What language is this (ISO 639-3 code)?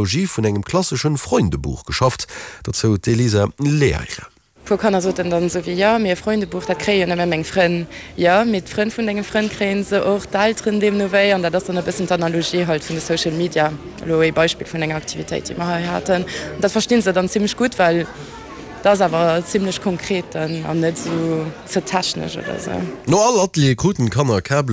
ltz